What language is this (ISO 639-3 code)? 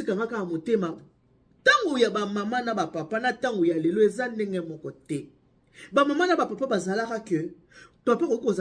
lin